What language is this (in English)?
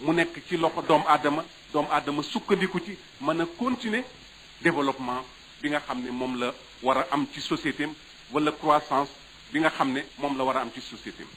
Wolof